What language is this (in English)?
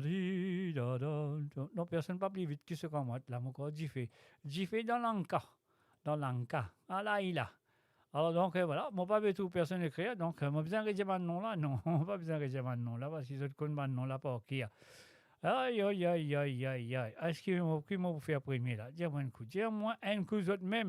Morisyen